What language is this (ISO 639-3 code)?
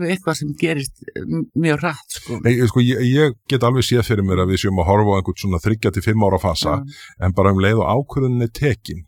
isl